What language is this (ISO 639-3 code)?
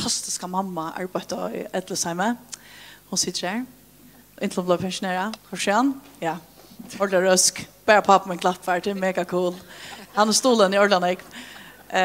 fao